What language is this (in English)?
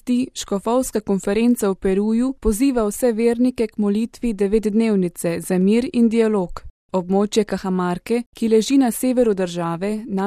Slovenian